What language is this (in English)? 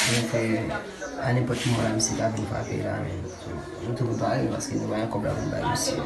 Haitian Creole